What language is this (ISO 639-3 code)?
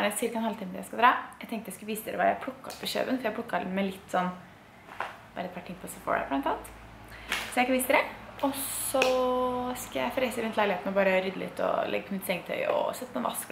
nor